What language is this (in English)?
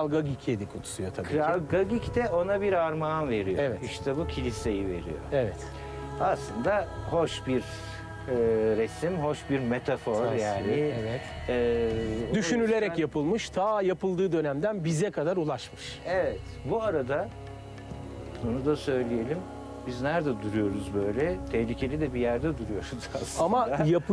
Turkish